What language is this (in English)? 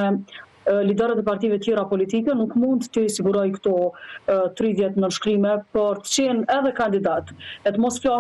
Albanian